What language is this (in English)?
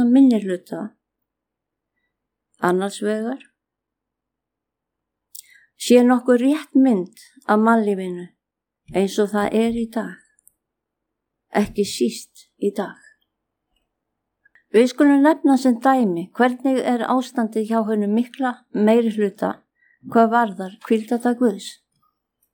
Icelandic